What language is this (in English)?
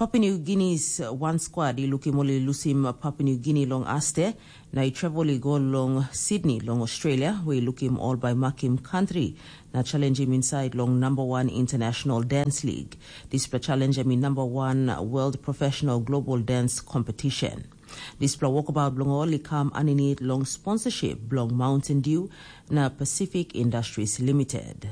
Tok Pisin